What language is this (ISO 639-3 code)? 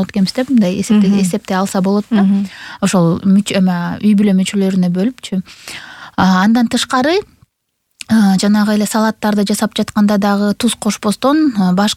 kir